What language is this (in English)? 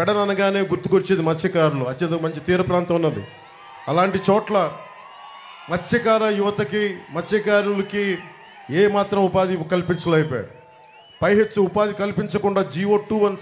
Telugu